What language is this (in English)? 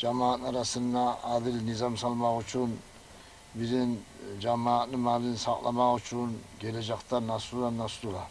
Kumyk